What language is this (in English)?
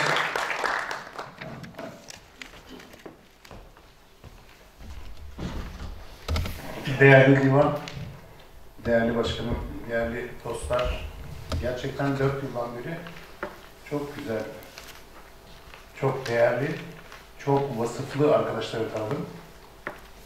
Turkish